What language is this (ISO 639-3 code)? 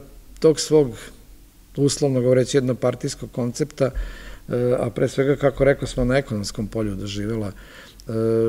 srp